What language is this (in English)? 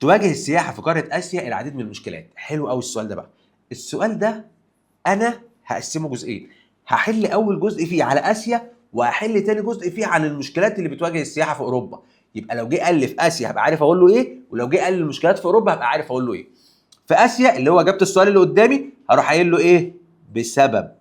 Egyptian Arabic